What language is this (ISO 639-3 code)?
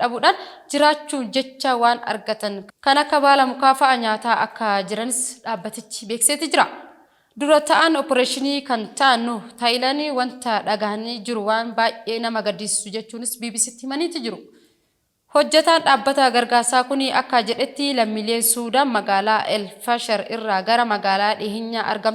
orm